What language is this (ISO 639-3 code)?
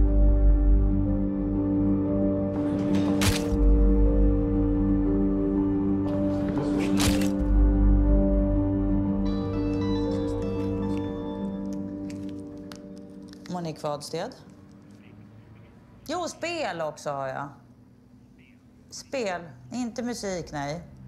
swe